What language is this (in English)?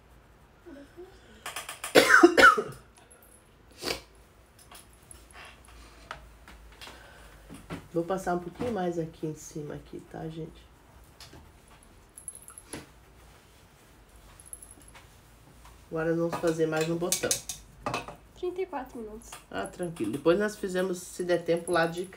Portuguese